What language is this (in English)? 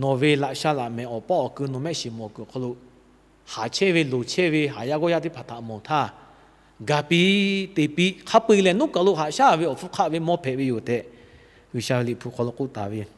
Lahu